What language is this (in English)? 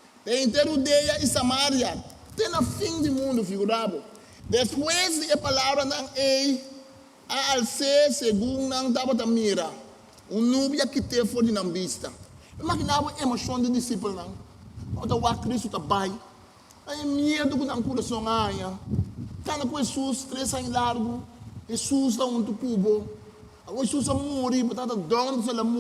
Papiamento